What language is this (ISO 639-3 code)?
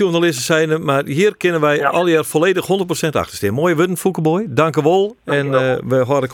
fry